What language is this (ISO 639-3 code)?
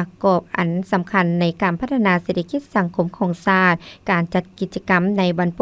lao